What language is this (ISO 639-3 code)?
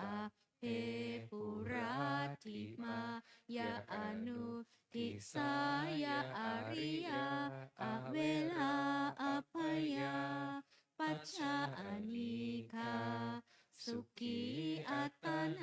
pli